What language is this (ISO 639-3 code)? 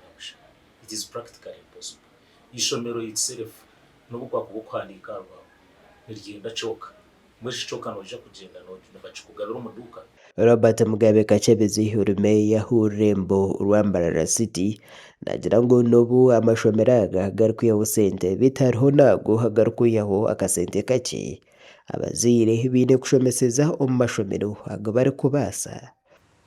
nyn